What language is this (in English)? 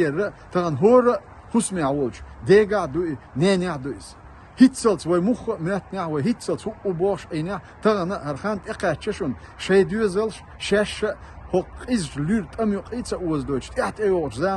Chechen